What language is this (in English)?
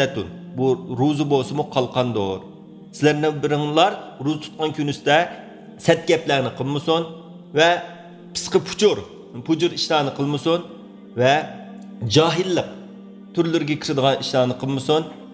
Uyghur